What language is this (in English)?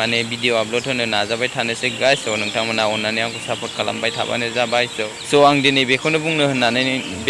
Bodo